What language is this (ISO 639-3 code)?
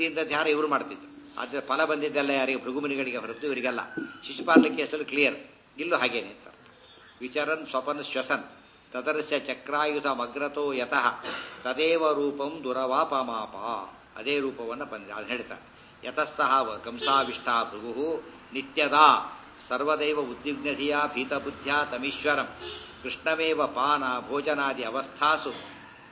kan